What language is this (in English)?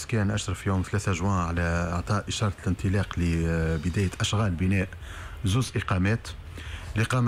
Tunisian Arabic